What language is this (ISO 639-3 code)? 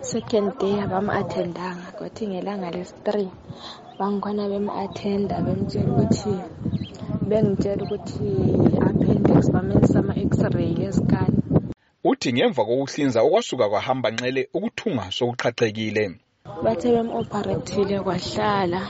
nde